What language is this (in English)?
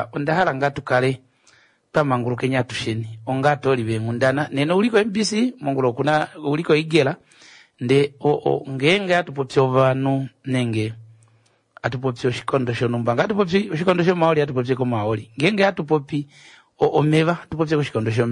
Kuanyama